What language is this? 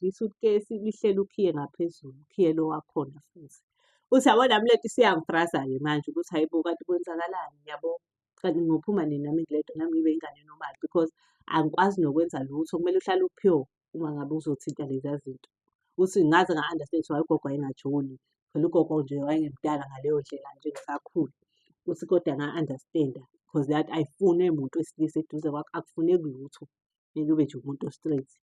Zulu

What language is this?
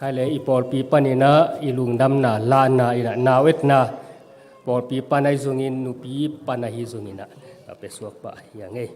Tedim Chin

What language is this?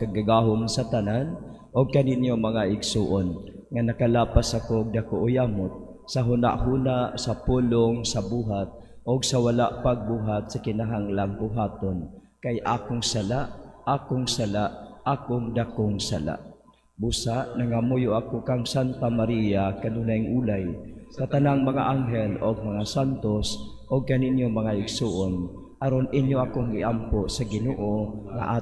Cebuano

